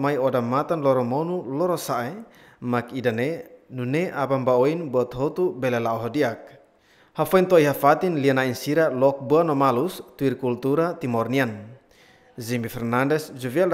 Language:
Tetum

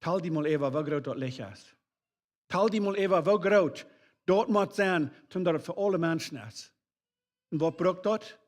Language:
Plautdietsch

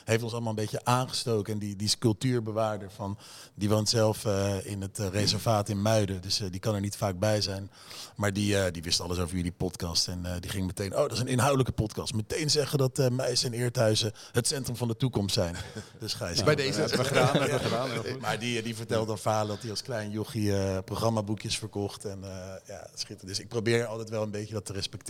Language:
Dutch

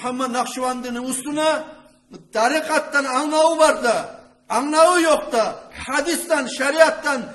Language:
Kumyk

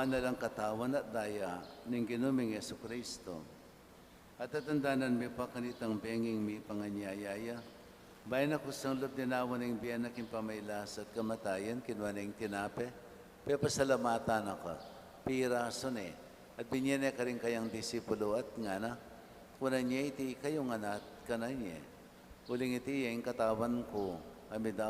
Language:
Pampanga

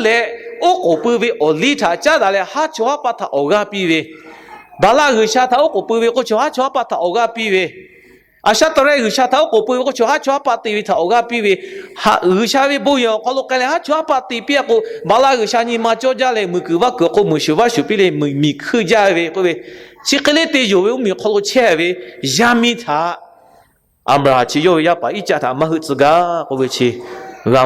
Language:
Lahu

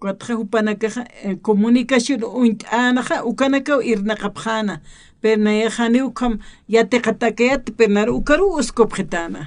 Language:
Aymara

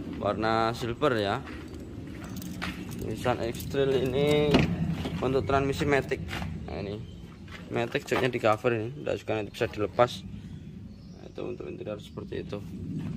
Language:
Indonesian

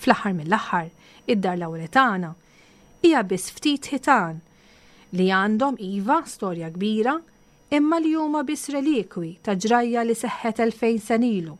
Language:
Maltese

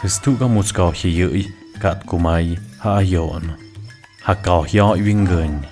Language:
Tlahuitoltepec Mixe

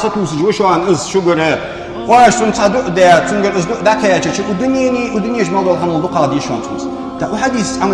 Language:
Ingush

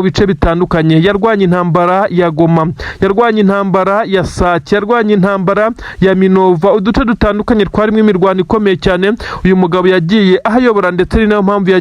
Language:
Kinyarwanda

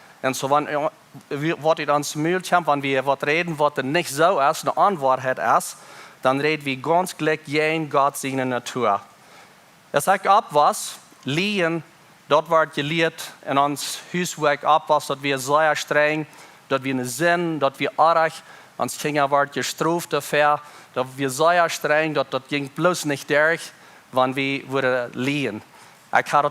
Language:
Plautdietsch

